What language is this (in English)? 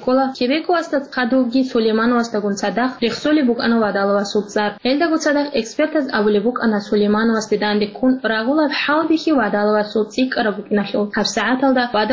Avaric